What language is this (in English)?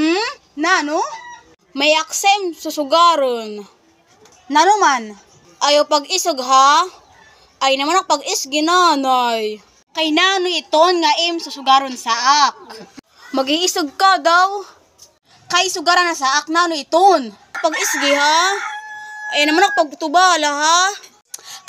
Waray